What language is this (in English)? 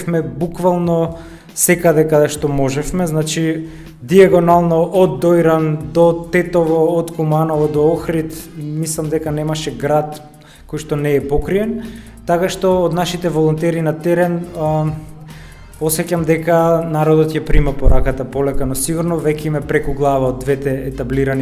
Macedonian